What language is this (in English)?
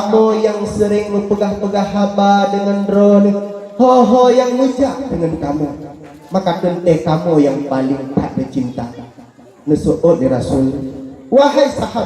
Achinese